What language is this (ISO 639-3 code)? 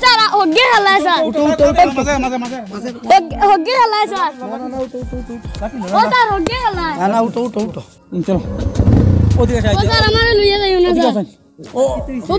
syl